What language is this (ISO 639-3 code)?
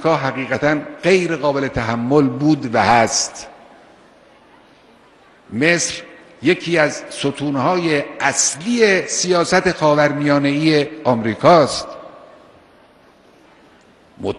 fas